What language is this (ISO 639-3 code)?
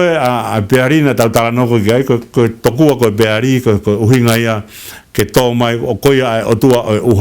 ton